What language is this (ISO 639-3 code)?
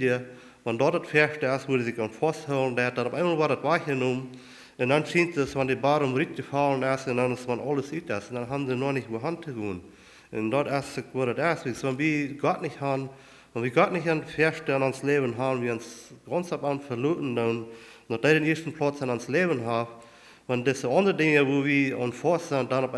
pdt